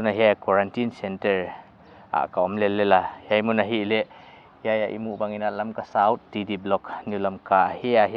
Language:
Paite Chin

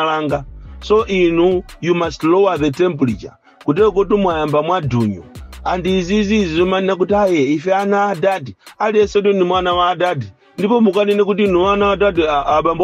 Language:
Nyanja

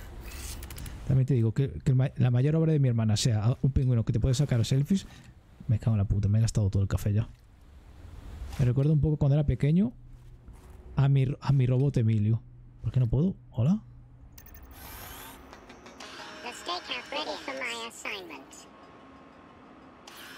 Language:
Spanish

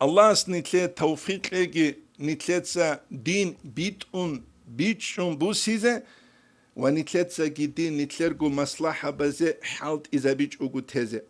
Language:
Avaric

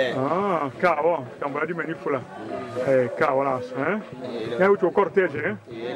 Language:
Tetela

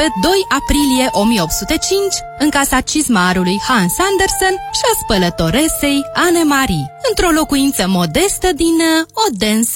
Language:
Romanian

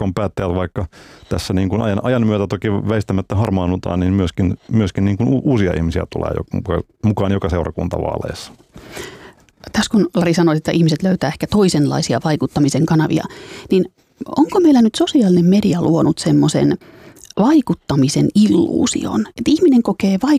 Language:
Finnish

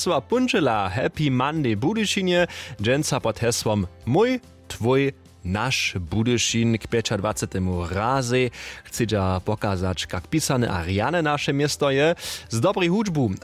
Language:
Upper Sorbian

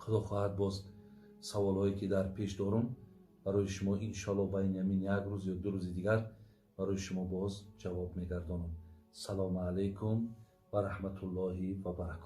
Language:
Tajik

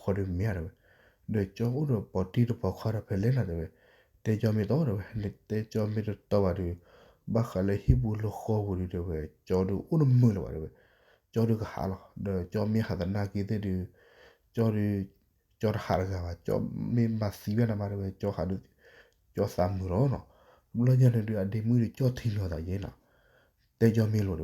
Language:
S'gaw Karen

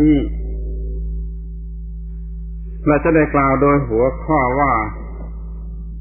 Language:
Thai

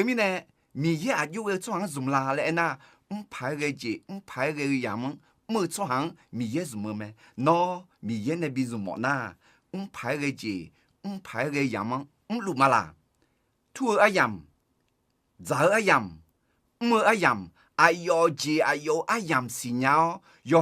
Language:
Akha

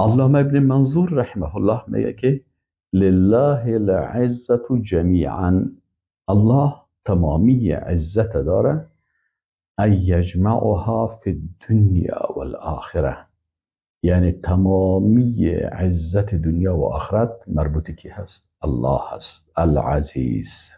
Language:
Persian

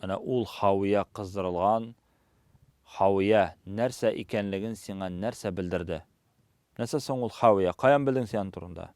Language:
Tatar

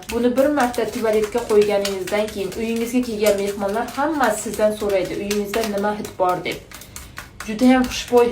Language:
Uzbek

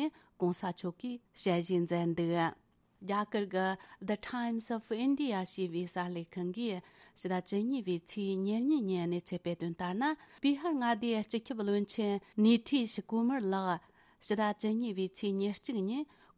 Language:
Tibetan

